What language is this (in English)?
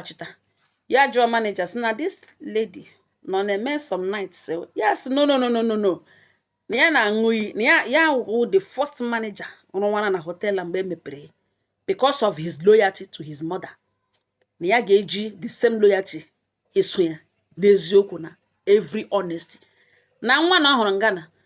Igbo